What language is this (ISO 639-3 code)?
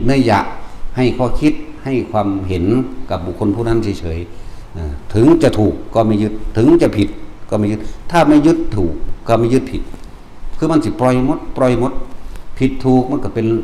tts